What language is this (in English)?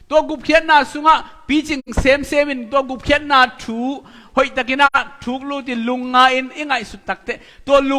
Tedim Chin